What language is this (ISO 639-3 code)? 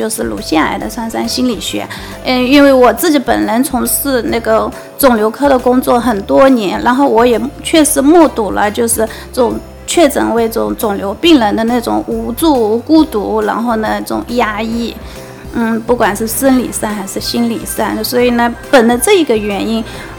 zho